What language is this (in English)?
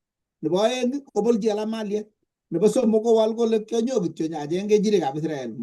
Kalenjin